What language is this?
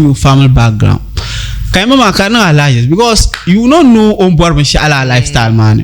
Dagbani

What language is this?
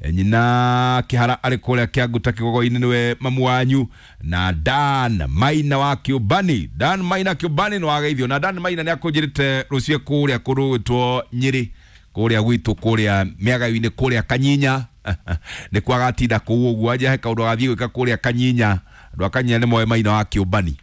Kikuyu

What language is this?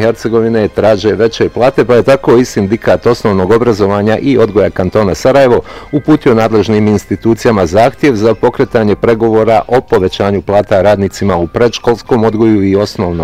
Bosnian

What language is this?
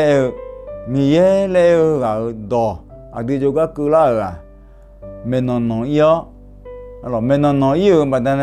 Akha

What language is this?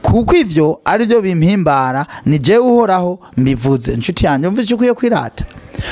Rundi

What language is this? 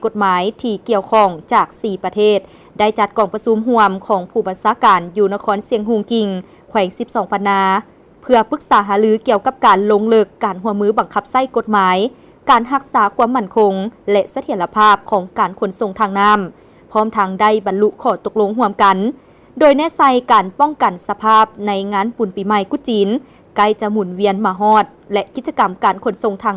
Lao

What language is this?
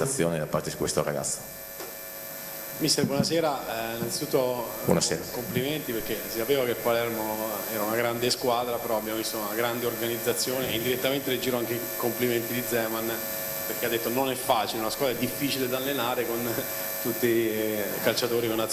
Italian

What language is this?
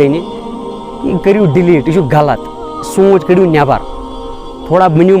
Kashmiri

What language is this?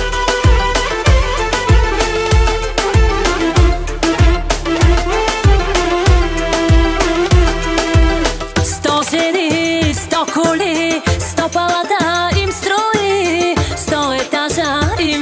Bulgarian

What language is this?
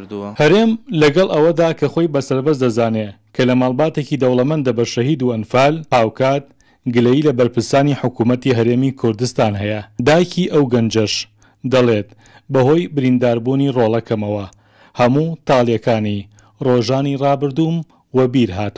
Central Kurdish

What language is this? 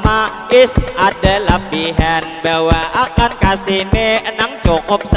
Banjar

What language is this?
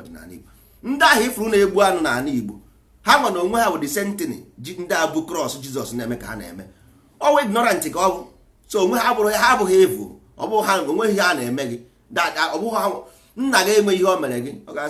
Igbo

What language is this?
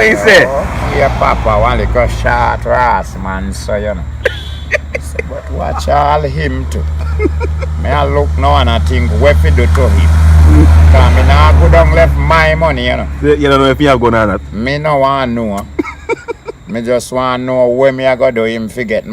Jamaican Creole English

